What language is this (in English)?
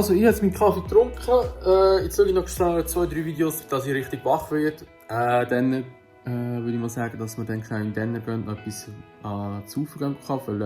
Swiss German